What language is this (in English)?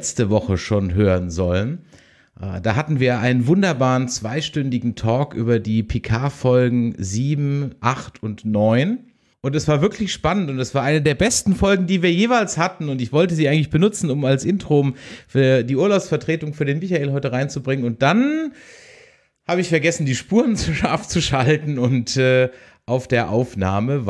German